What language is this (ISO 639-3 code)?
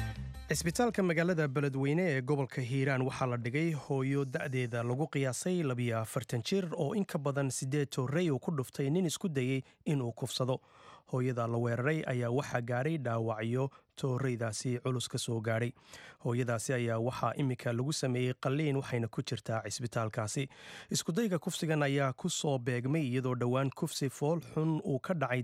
som